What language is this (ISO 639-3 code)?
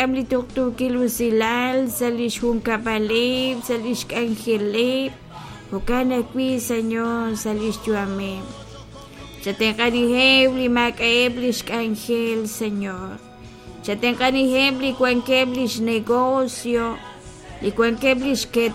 kek